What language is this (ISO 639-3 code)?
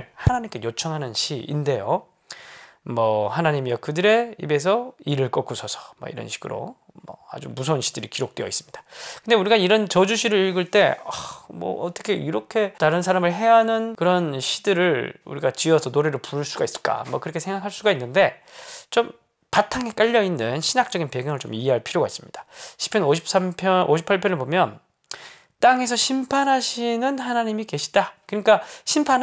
kor